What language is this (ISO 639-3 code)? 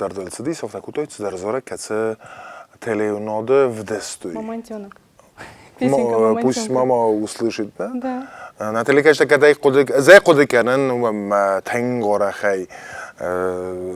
oss